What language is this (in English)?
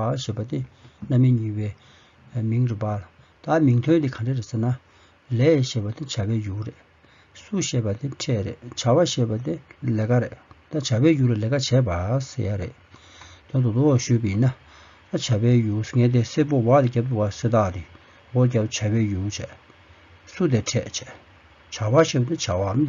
Tibetan